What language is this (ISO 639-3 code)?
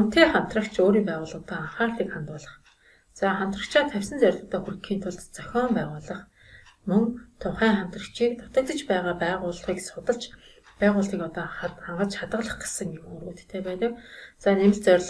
mon